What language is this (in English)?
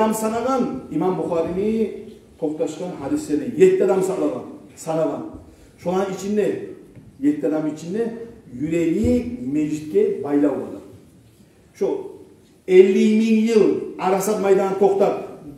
Kumyk